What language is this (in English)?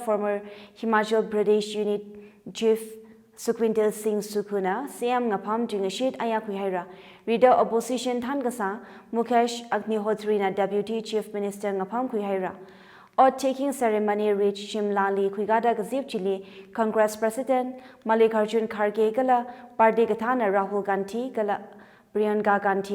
Tangkhul Naga (India)